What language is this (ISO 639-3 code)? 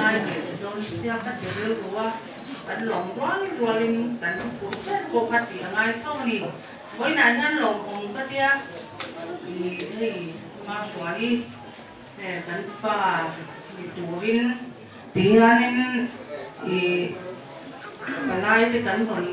lus